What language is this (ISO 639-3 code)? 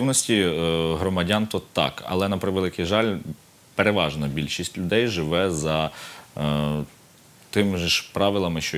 ukr